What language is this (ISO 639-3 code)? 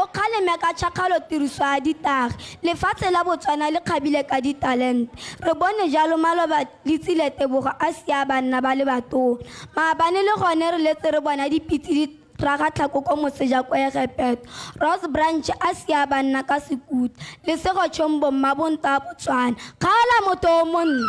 tsn